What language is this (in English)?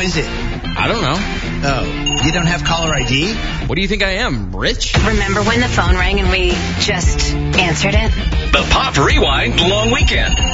English